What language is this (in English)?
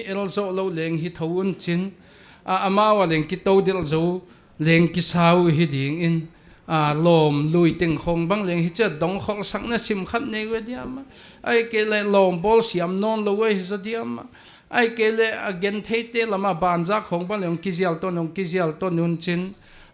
Paite Chin